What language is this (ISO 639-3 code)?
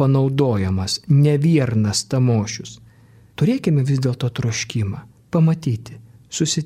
lit